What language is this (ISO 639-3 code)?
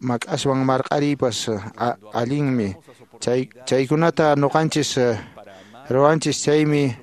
que